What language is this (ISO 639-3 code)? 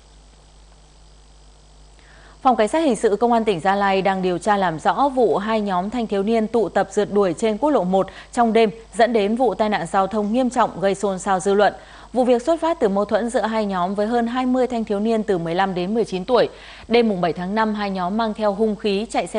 vie